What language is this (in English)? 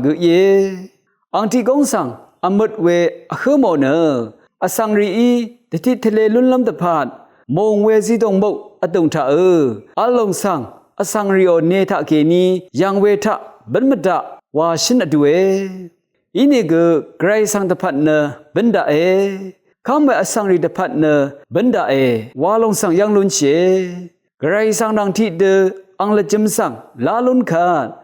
Rawang